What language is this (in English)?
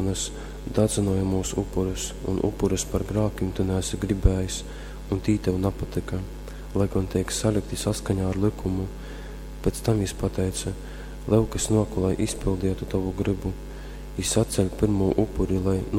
Latgalian